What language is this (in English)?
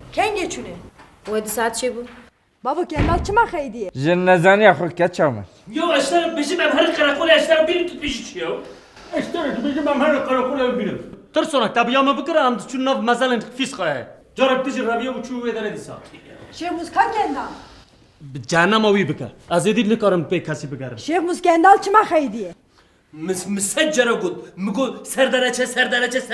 Kurdish